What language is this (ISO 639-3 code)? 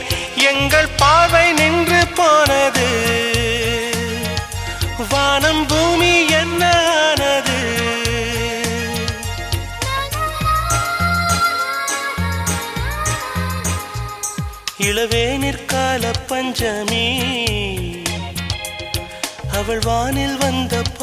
tam